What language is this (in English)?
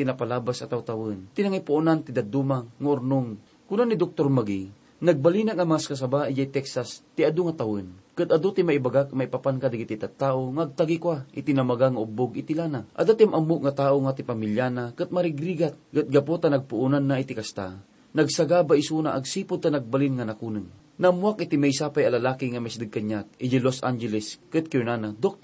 Iloko